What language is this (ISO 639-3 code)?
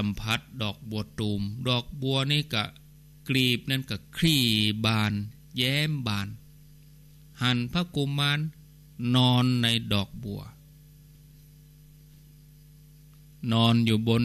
tha